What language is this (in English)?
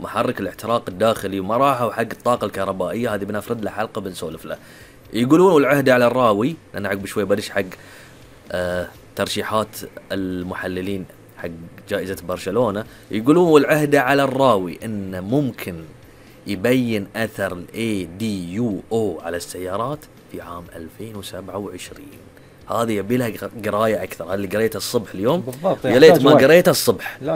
Gulf Arabic